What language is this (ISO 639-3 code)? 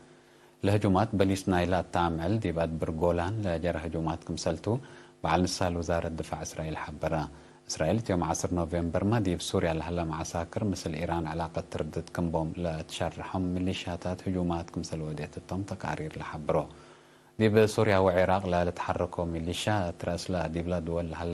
tig